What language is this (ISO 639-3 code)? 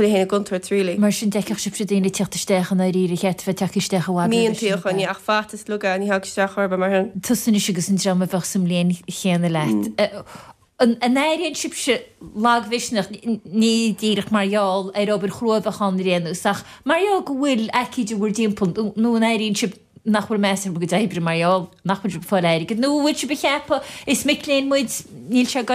gle